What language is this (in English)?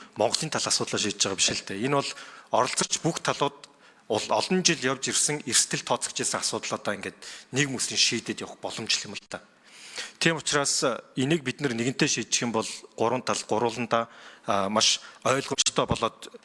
Mongolian